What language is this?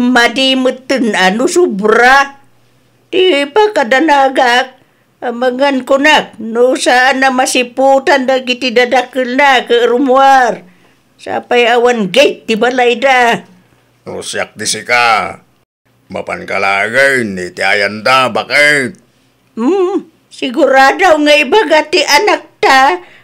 Iloko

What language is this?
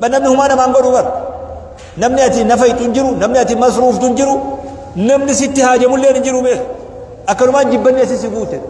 Oromo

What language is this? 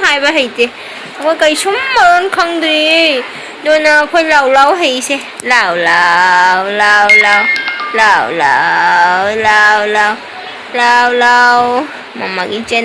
Manipuri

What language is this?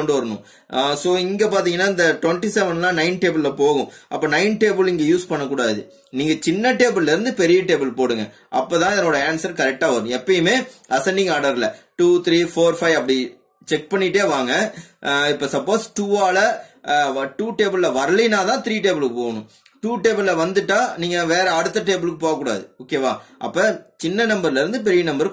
Tamil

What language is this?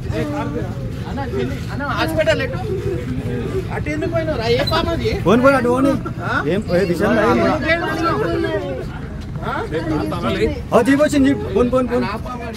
Telugu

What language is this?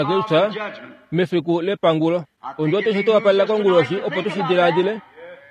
Kuanyama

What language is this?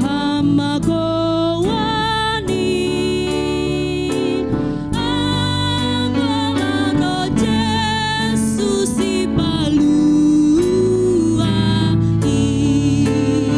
Batak Simalungun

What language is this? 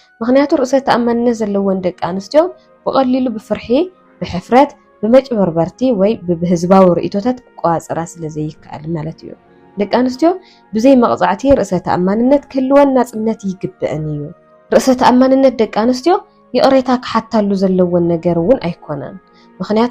Tigrinya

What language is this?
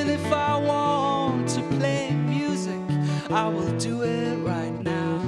Kalaallisut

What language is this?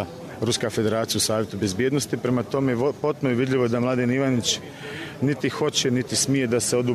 Croatian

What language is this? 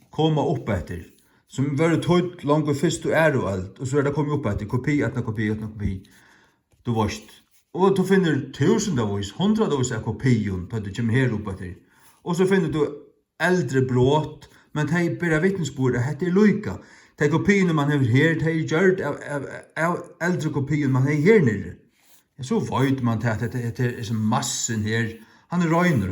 Faroese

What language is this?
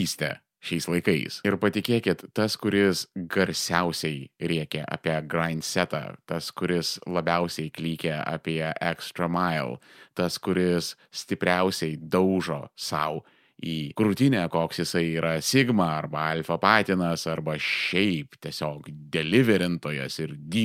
Lithuanian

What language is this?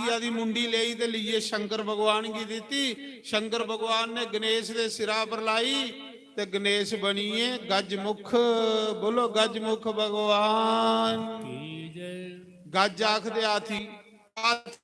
Dogri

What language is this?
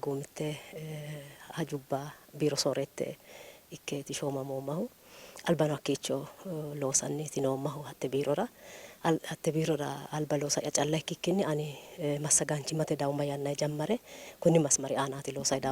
Sidamo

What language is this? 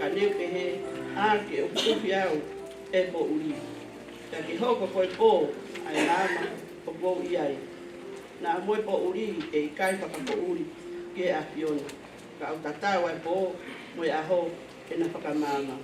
Tongan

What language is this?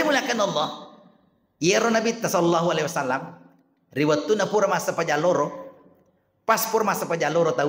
Buginese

